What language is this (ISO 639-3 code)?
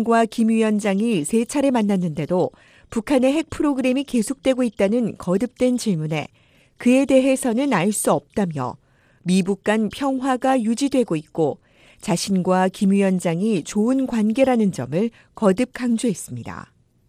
kor